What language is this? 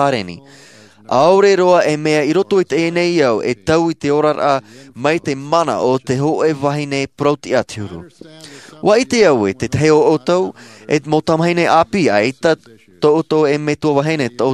Tahitian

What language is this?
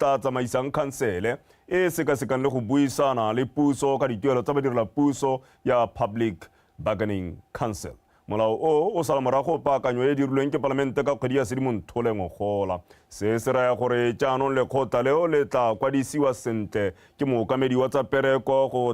Tswana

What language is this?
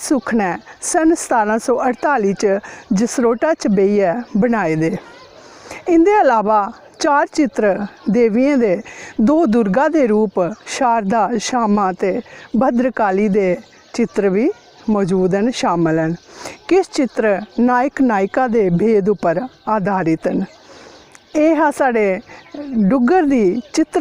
Dogri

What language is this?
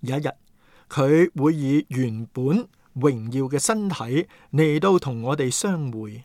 Cantonese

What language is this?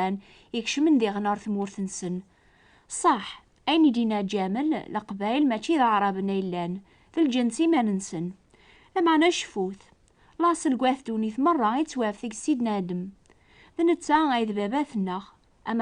Kabyle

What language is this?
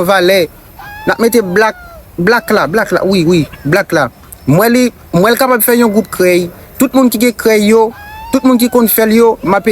Haitian Creole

